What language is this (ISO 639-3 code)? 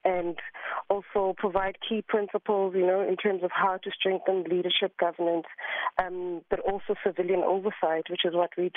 eng